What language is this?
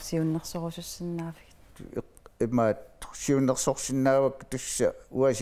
Kalaallisut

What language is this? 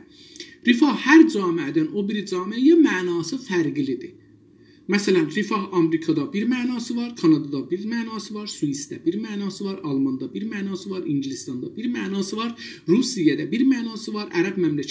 South Azerbaijani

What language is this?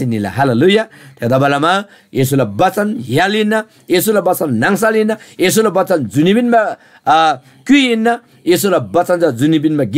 Eastern Tamang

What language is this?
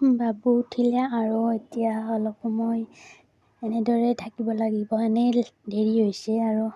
Assamese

